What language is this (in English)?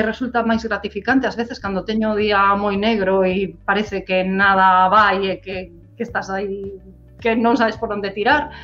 Galician